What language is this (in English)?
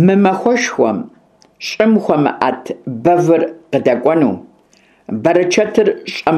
Kabardian